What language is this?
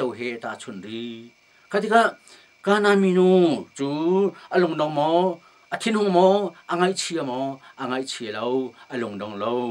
Hakha Chin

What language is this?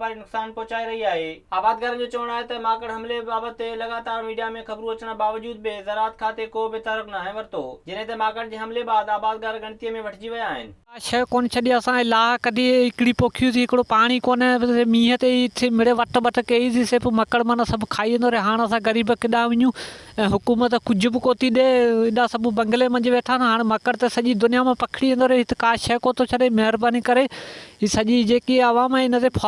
Sindhi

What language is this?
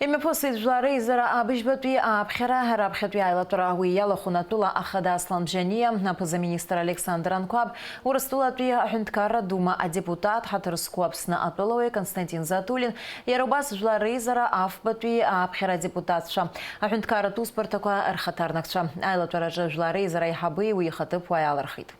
Abkhazian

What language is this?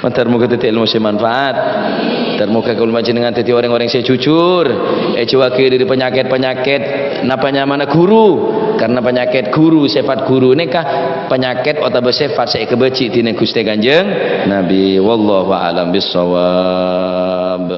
Madurese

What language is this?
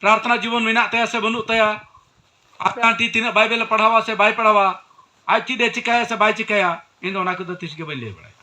Santali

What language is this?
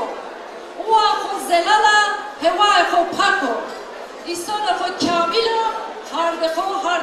Zaza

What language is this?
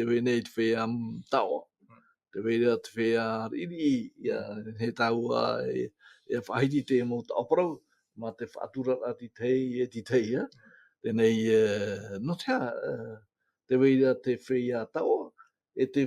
Tahitian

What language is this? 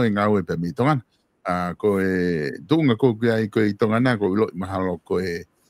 Tongan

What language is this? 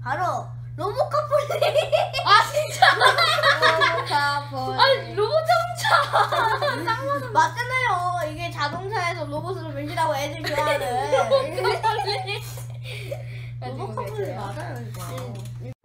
Korean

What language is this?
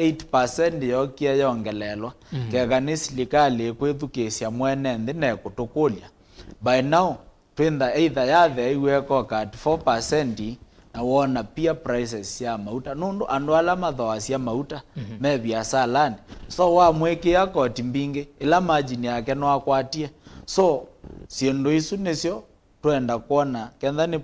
Kamba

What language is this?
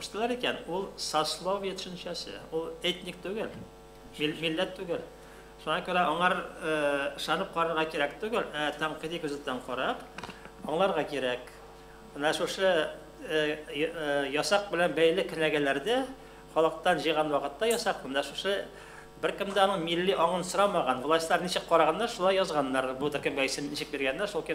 Tatar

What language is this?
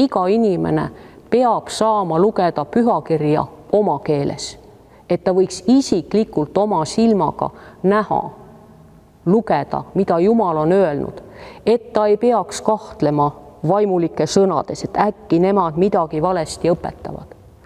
Estonian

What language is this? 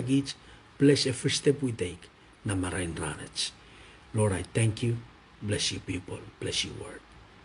Pohnpeian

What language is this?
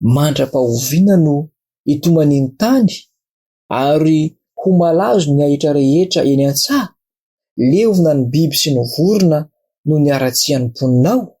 Malagasy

